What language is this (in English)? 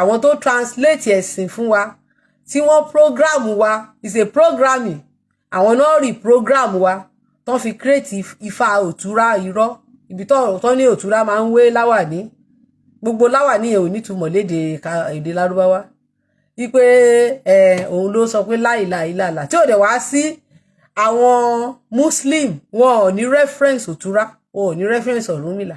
Yoruba